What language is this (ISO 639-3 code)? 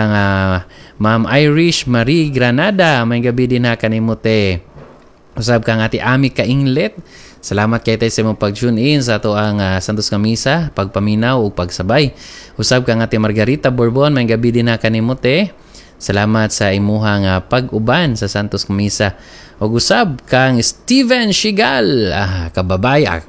ceb